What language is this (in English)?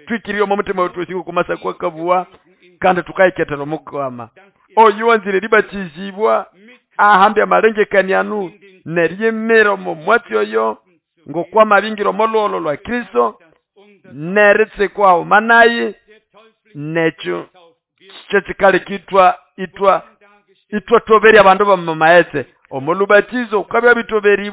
Nande